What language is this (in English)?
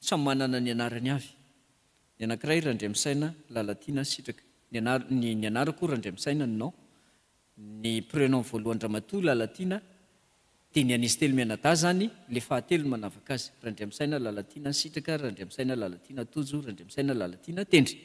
Malagasy